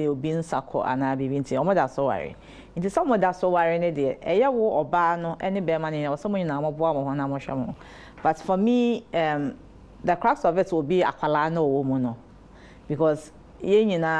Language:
Akan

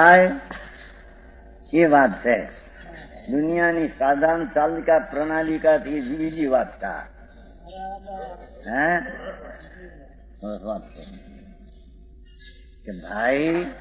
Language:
Gujarati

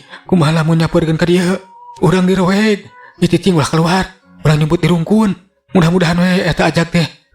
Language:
Sundanese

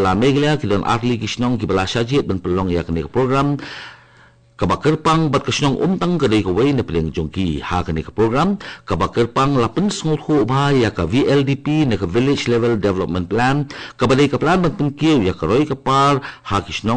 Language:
Khasi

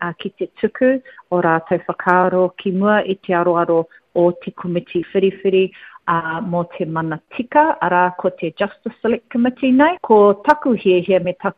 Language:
Māori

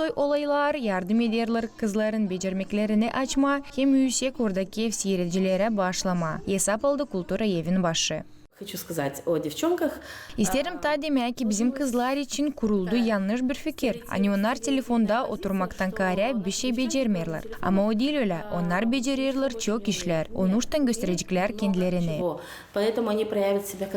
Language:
Gagauz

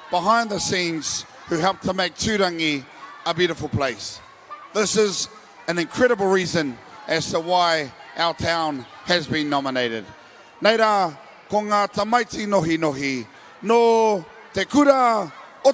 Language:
Māori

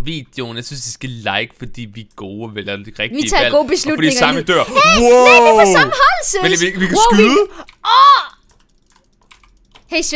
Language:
Danish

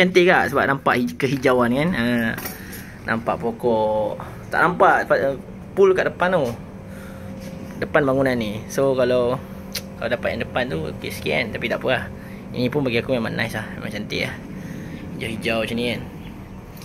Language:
Malay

